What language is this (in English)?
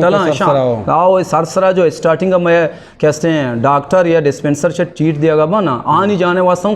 Eastern Balochi